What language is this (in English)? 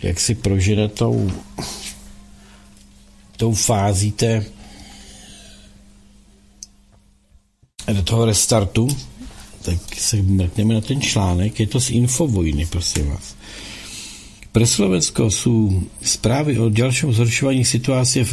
Czech